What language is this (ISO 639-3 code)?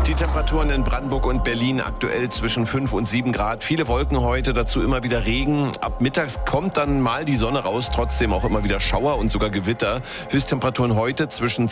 deu